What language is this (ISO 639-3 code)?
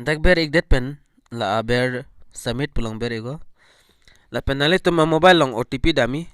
mjw